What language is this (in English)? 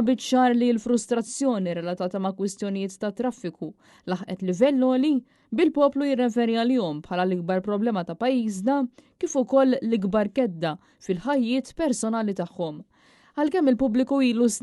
Maltese